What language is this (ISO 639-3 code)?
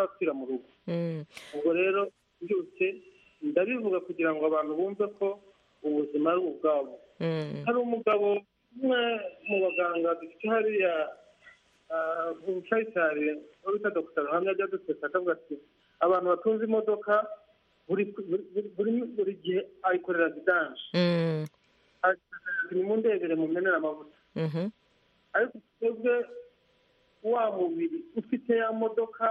kin